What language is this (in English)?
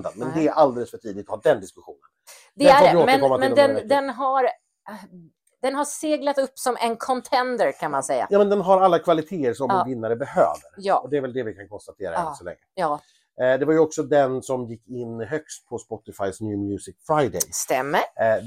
Swedish